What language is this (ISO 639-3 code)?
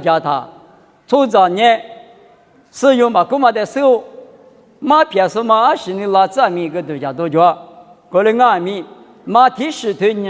lis